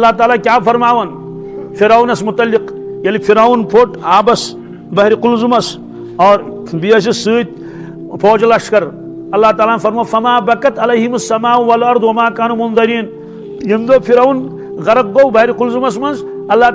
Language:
Kashmiri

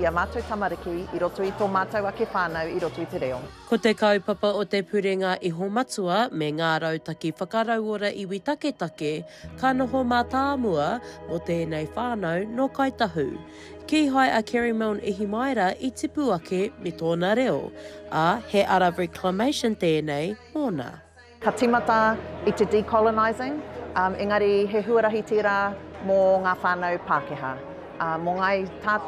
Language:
Māori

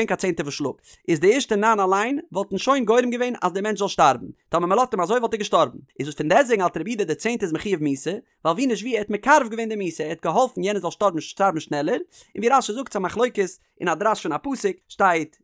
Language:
Yiddish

